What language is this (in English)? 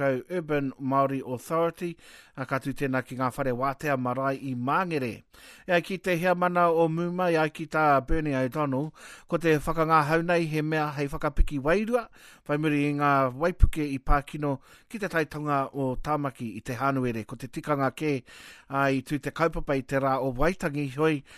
Māori